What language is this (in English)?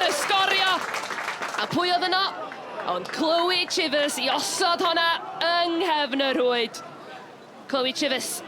Welsh